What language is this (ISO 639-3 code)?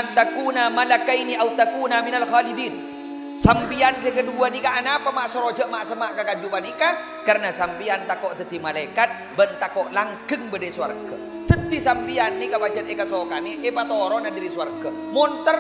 mad